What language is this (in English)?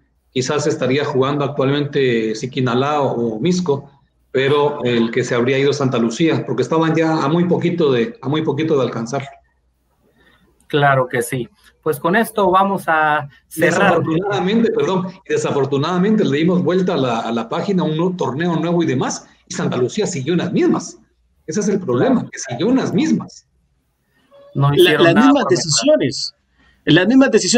Spanish